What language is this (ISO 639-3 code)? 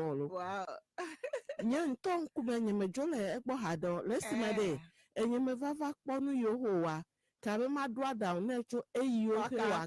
ewe